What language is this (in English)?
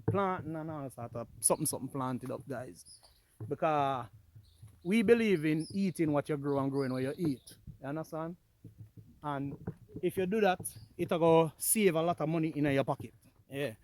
Jamaican Creole English